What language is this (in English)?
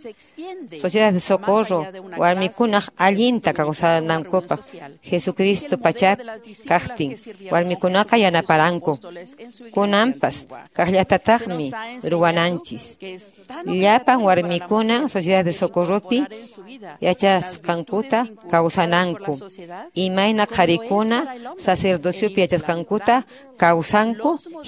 Quechua